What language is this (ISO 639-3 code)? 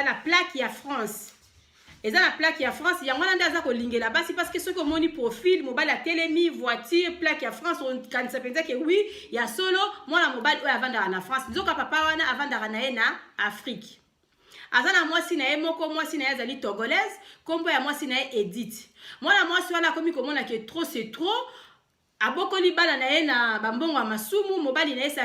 lin